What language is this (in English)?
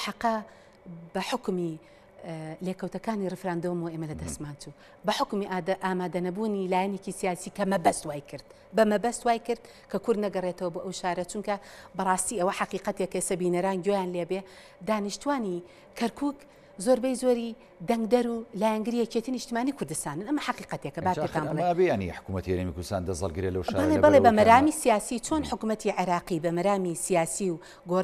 Central Kurdish